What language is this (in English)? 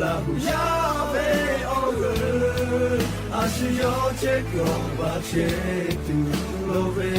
Lahu